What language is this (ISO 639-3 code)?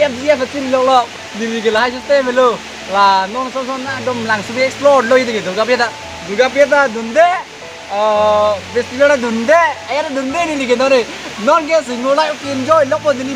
mjw